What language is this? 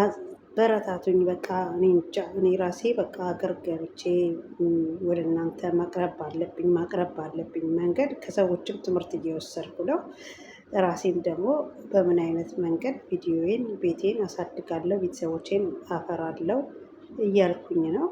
Amharic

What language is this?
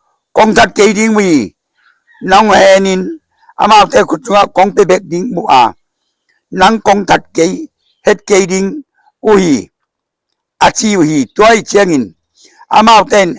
Tedim Chin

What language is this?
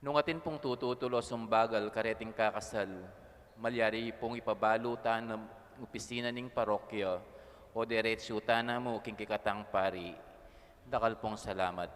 Pampanga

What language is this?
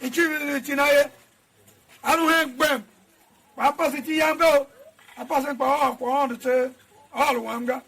Tiv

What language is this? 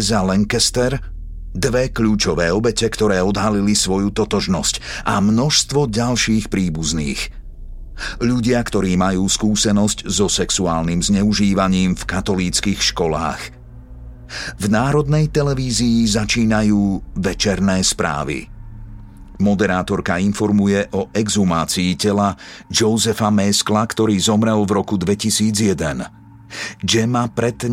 Slovak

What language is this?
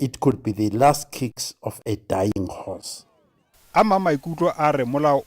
Southern Sotho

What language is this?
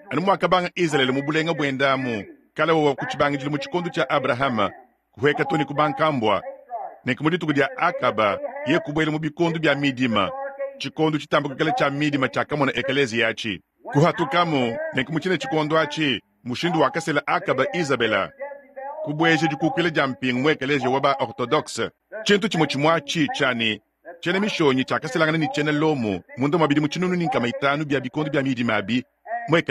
Luba-Lulua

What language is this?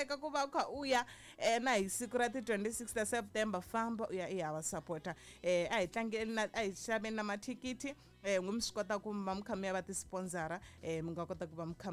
Tsonga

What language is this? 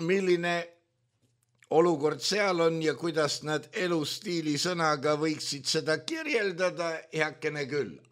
Estonian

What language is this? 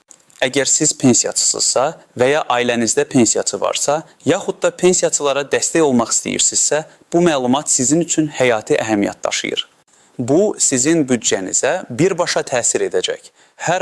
Azerbaijani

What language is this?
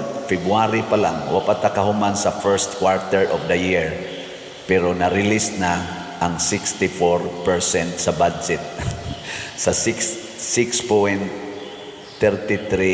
Cebuano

